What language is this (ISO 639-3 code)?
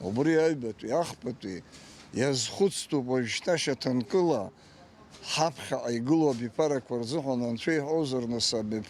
abk